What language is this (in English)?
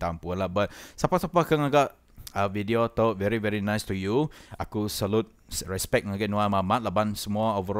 Iban